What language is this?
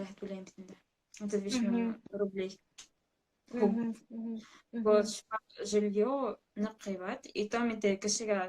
Bashkir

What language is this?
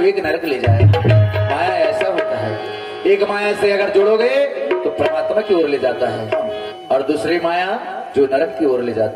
Chhattisgarhi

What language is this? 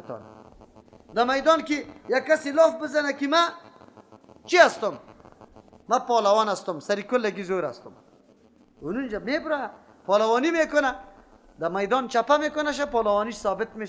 Persian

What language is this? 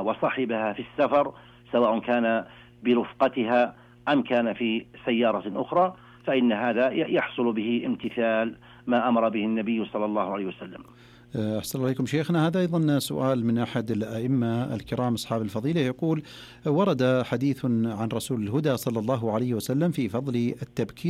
Arabic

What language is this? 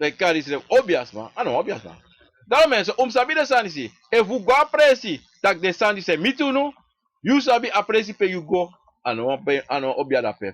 Sranan Tongo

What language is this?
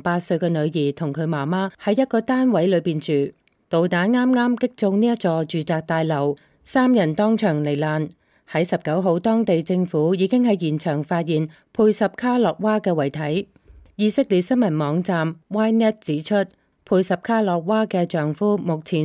Cantonese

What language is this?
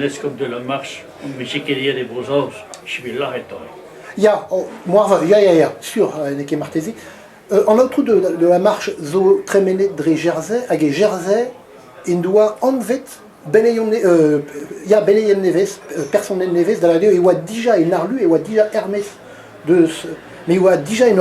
Breton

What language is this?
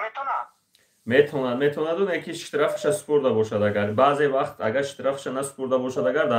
Tajik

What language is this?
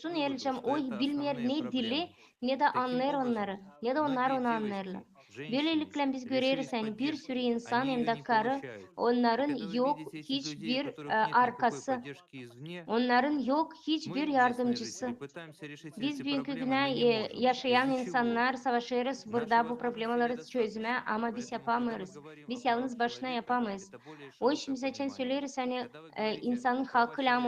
Gagauz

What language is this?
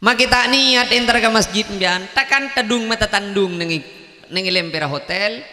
Madurese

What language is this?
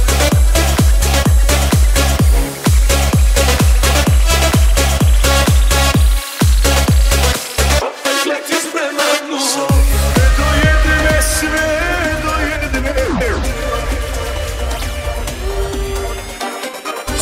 Croatian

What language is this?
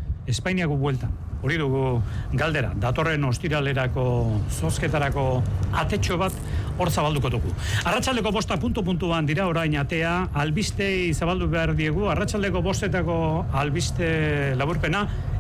Basque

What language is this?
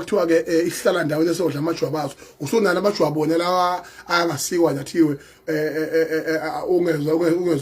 Zulu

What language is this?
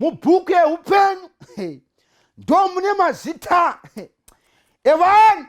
Shona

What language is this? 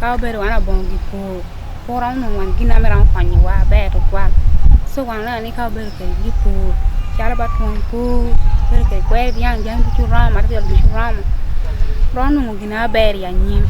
Acoli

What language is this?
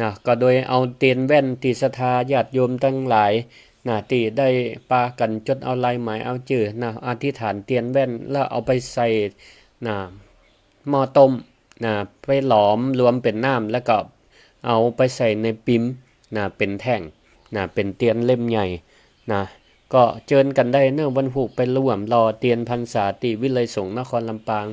Northern Thai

